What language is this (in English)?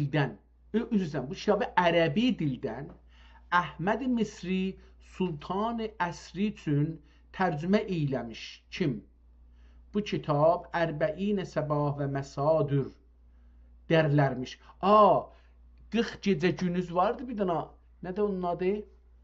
South Azerbaijani